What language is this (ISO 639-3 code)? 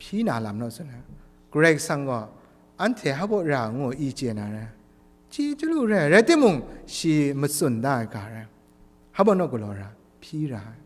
kac